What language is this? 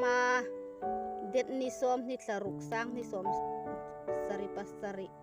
Hmar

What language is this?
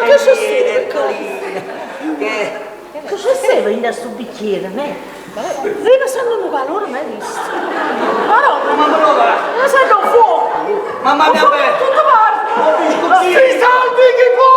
Neapolitan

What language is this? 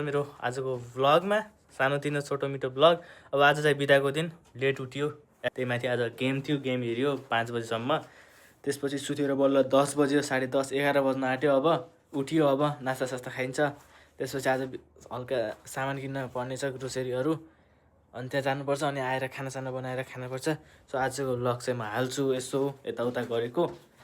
Nepali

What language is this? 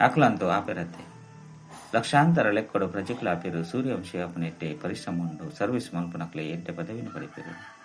Tulu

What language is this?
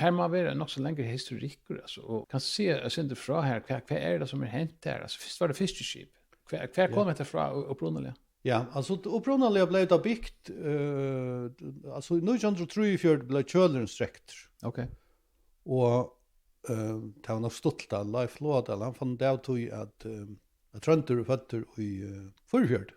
Faroese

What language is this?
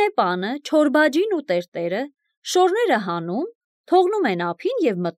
Armenian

